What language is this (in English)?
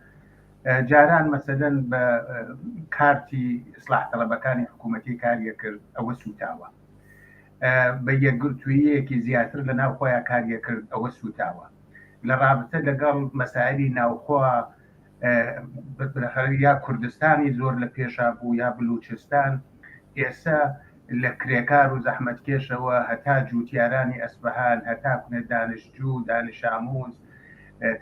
Central Kurdish